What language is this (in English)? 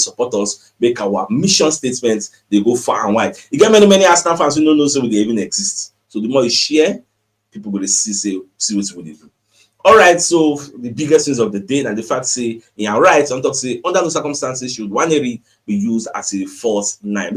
Nigerian Pidgin